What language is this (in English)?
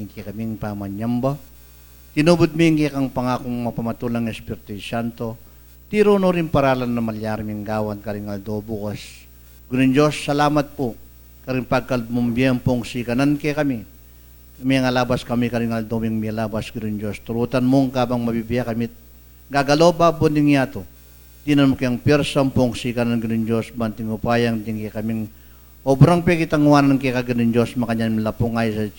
Pampanga